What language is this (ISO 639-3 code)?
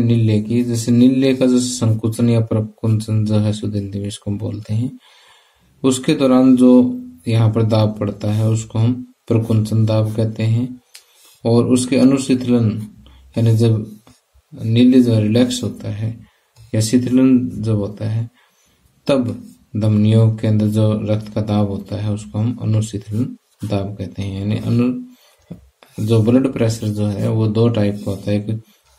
hin